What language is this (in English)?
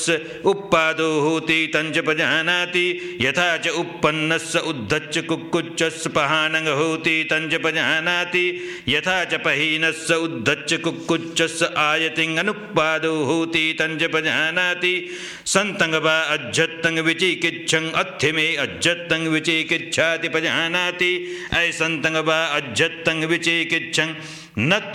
Pali